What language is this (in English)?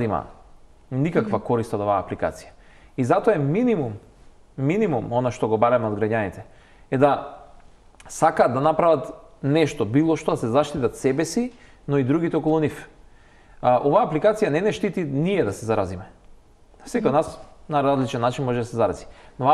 Macedonian